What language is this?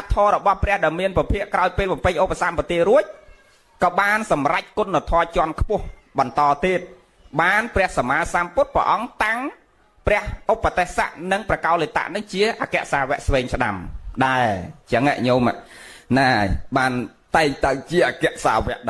Khmer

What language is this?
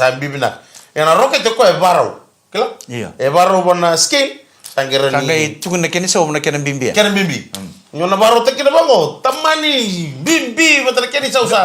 Fijian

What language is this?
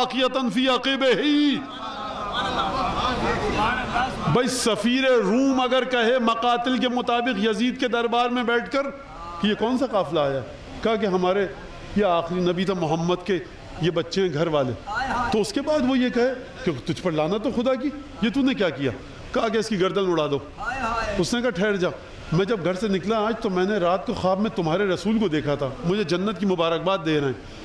Urdu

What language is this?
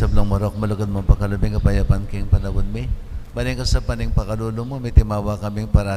Pampanga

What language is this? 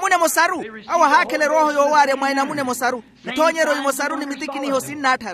Makhuwa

